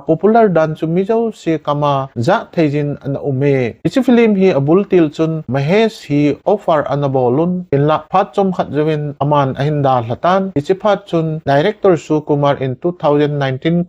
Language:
Thado Chin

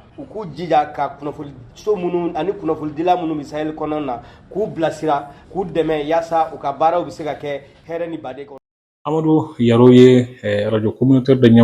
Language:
Bambara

